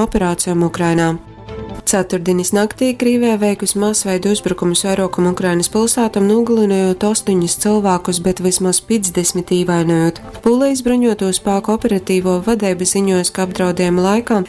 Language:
Latgalian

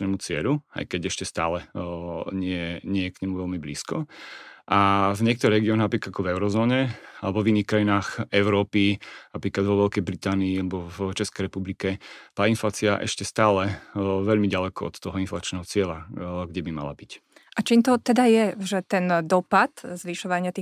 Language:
Slovak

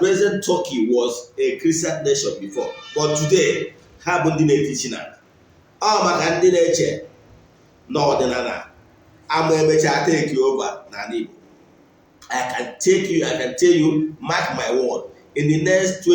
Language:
Igbo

